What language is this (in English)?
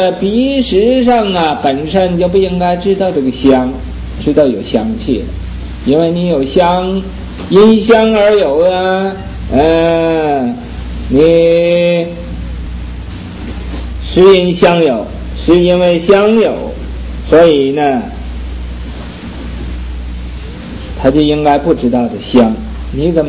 Chinese